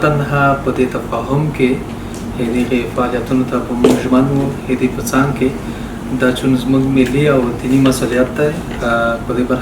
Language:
Pashto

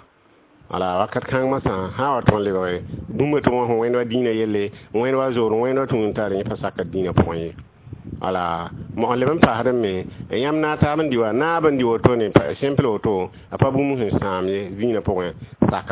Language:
Mossi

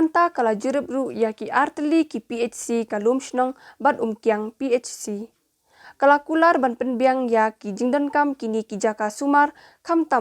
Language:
Khasi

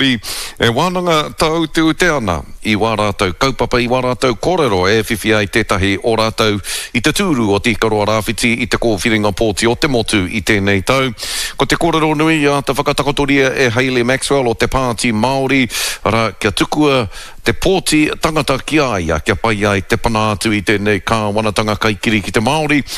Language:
Māori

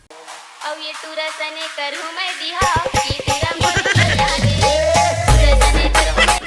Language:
Chhattisgarhi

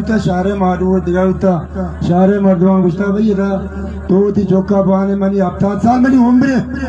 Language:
Baluchi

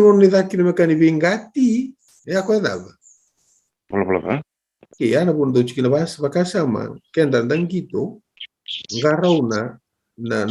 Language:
Fijian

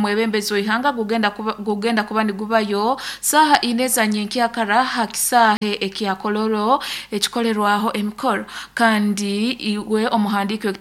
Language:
Nyoro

